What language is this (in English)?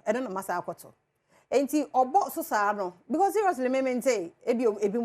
Akan